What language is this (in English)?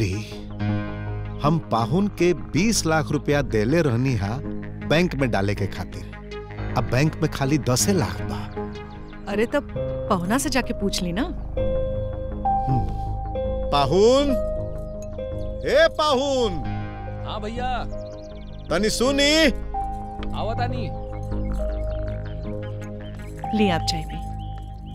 Bhojpuri